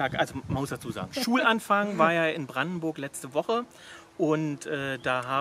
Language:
German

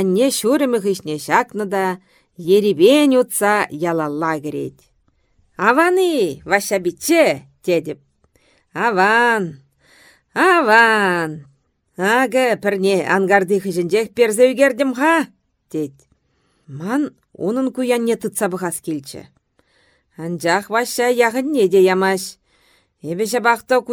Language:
Chuvash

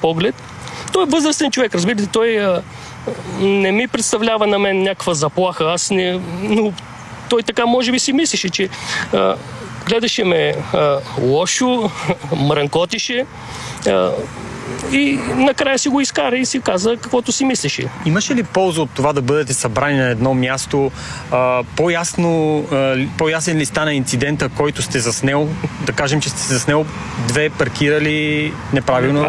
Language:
Bulgarian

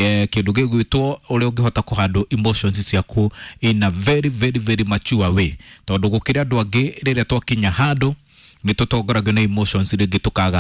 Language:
Kikuyu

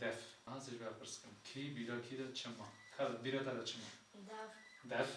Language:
Kurdish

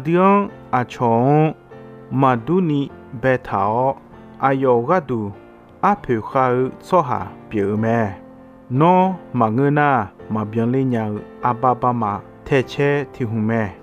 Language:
Akha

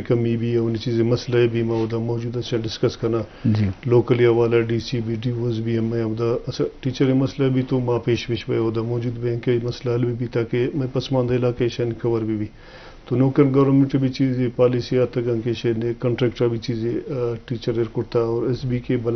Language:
Eastern Balochi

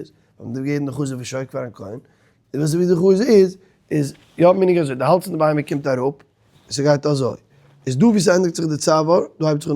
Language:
Yiddish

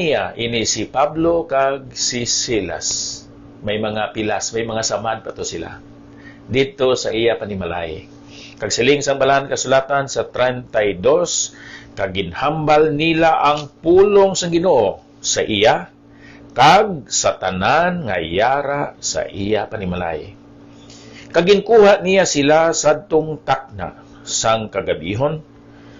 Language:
Hiligaynon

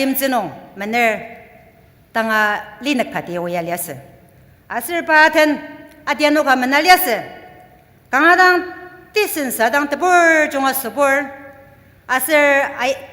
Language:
Ao Naga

